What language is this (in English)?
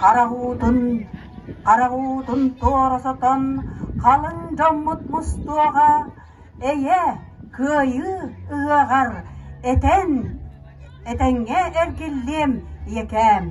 Yakut